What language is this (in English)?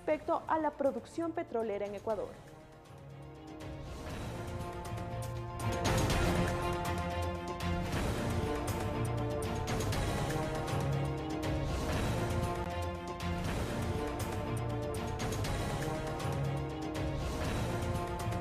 Spanish